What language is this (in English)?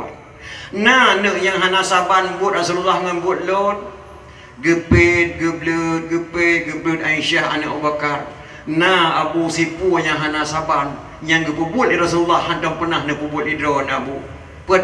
Achinese